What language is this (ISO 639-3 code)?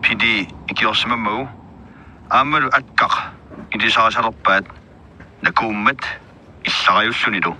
kal